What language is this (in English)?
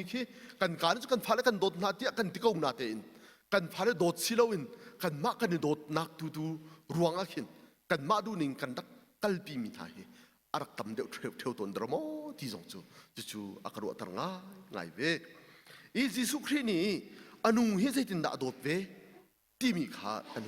Hakha Chin